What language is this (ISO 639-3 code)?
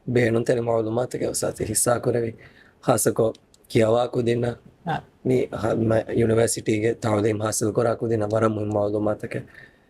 div